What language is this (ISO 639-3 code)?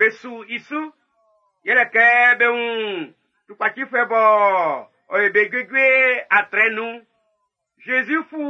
bci